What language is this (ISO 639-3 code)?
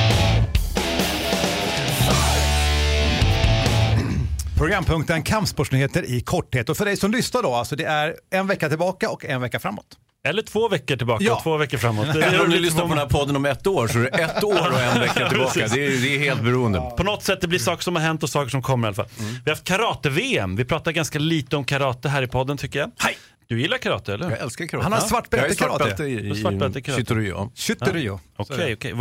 swe